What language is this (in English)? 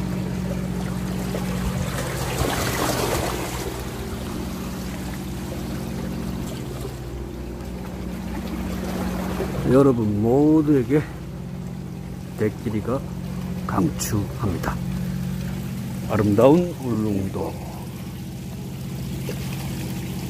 Korean